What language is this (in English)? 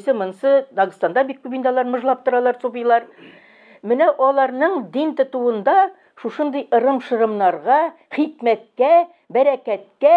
Tatar